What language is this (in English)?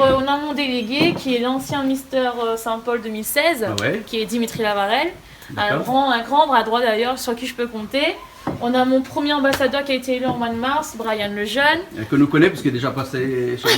Réunion Creole French